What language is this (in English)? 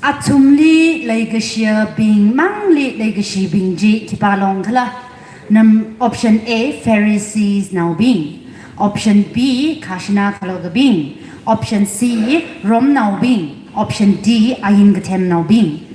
Tangkhul Naga (India)